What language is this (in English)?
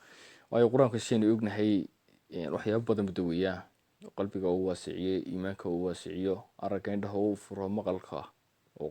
Somali